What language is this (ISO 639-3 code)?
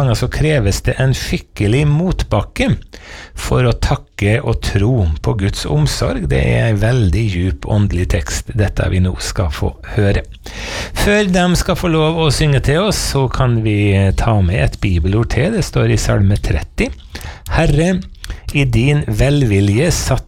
nor